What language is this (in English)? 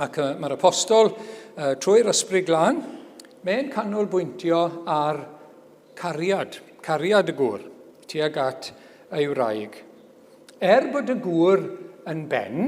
Welsh